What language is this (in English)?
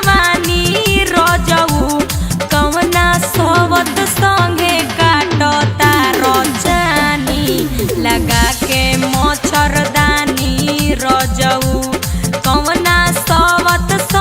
Magahi